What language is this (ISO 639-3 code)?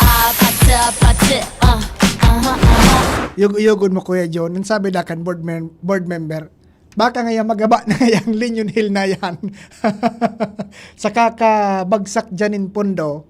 bik